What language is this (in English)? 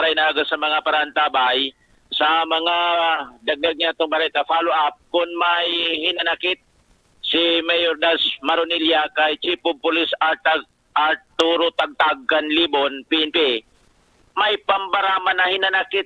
Bikol